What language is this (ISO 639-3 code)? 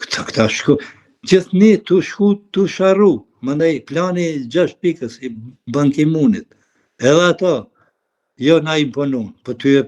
sqi